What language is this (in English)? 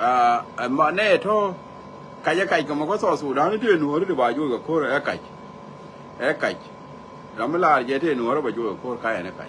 Nuer